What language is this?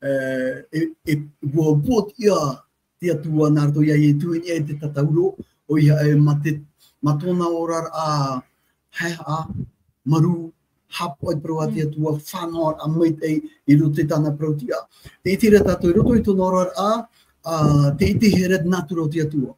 Tahitian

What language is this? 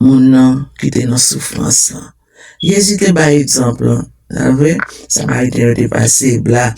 Haitian Creole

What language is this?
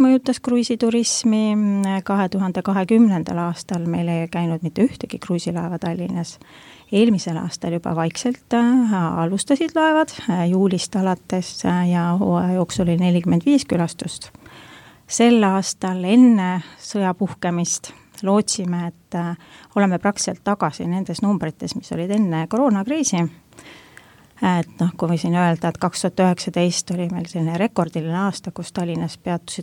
Estonian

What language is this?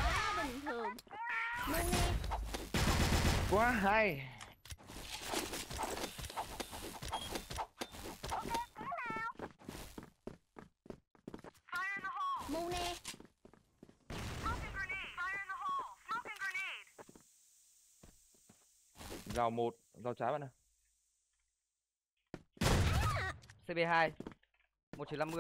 Vietnamese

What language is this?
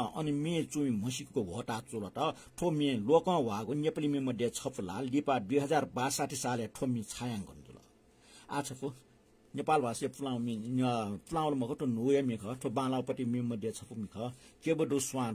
Newari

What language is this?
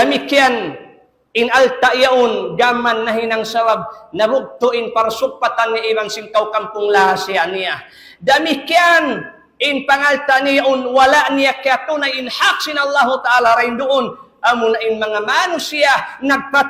Tausug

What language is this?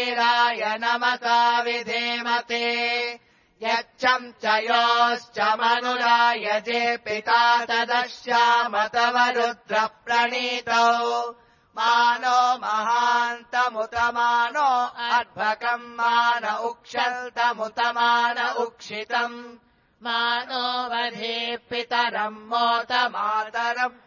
Sanskrit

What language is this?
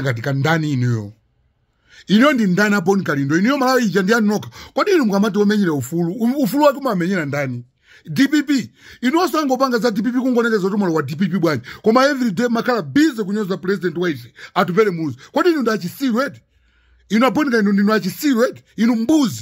Nyanja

